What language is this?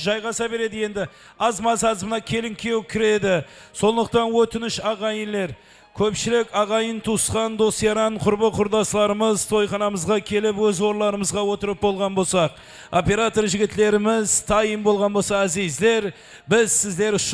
Kara-Kalpak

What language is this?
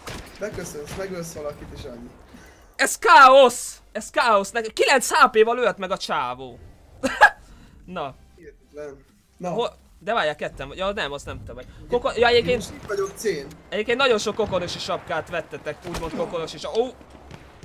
Hungarian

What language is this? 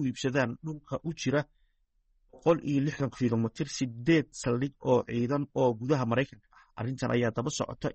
Somali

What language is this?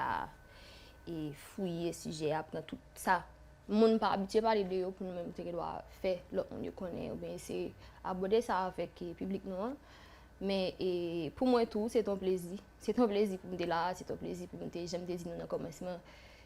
Haitian Creole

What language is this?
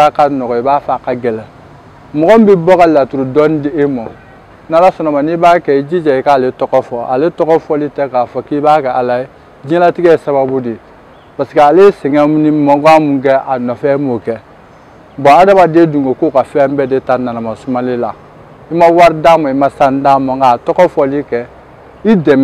Bambara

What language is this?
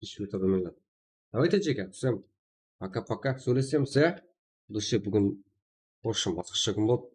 Kara-Kalpak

